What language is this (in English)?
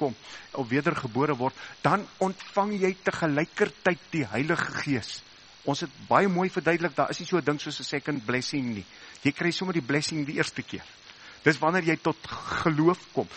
Afrikaans